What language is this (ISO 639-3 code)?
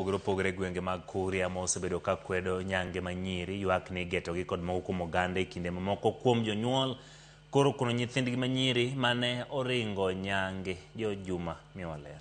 luo